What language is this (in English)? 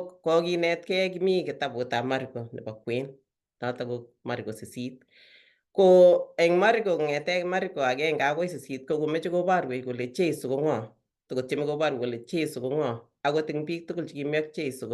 Kalenjin